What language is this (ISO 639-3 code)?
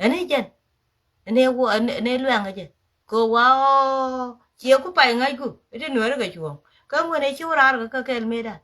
nus